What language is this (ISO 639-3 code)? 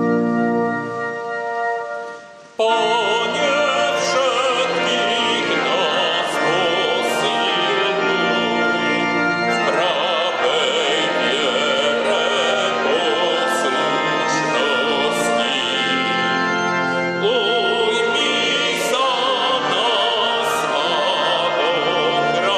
slk